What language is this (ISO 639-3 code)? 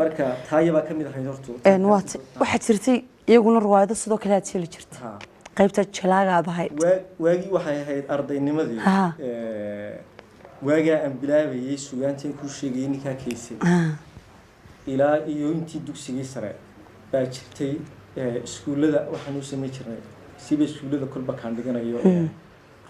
som